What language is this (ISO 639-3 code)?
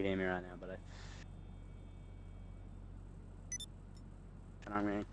eng